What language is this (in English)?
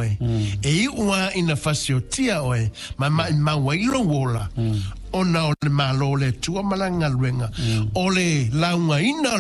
Samoan